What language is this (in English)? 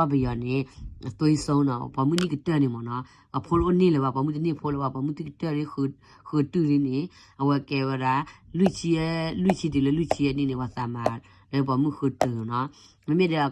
S'gaw Karen